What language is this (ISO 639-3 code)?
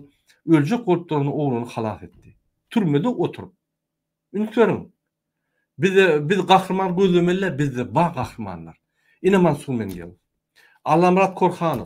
tuk